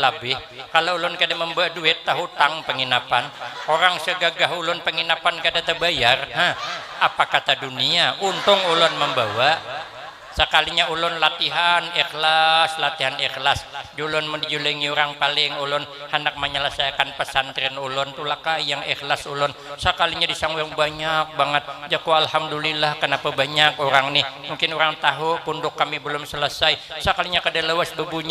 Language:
Banjar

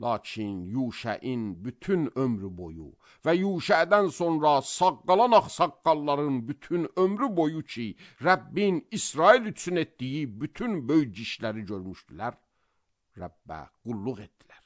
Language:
Azerbaijani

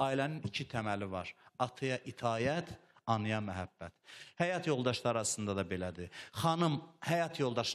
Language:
Azerbaijani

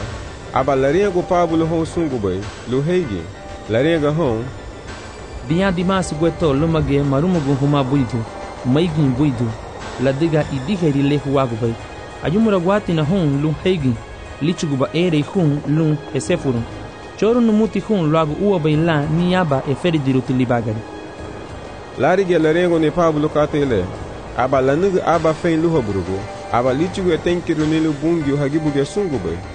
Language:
Garifuna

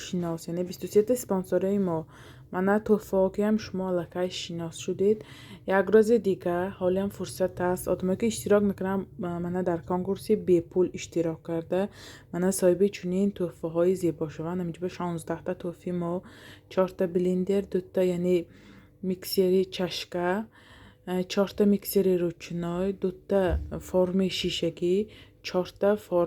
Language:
Tajik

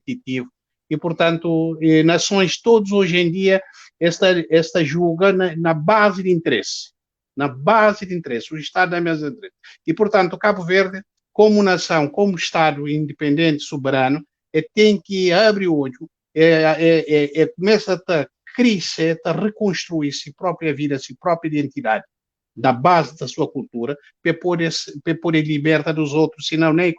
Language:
Kabuverdianu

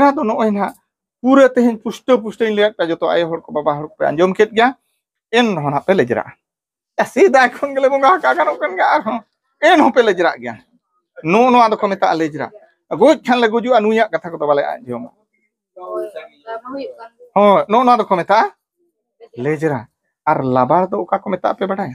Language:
Santali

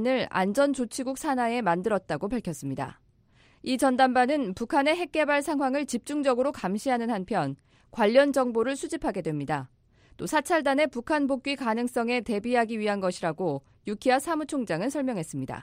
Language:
Korean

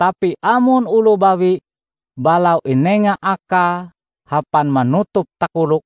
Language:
Ngaju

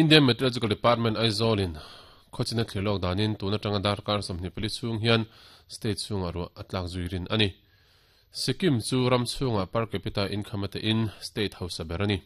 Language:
Mizo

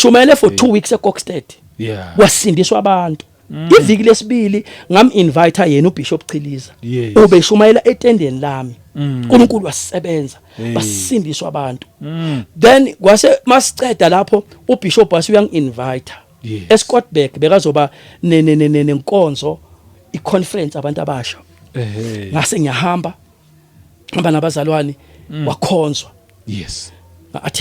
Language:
Zulu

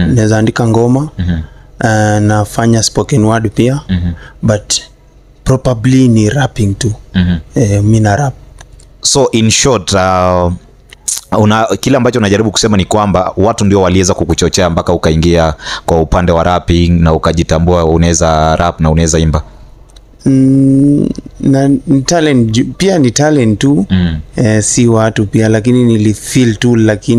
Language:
Swahili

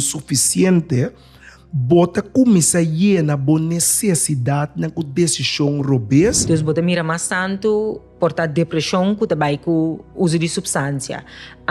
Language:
Papiamento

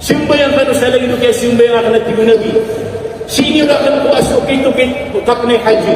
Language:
Maranao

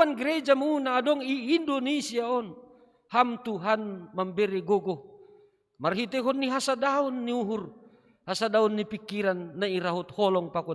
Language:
Batak Simalungun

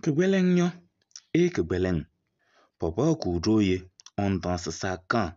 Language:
Kabiyè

